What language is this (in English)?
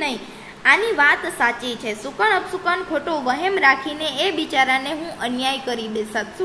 Gujarati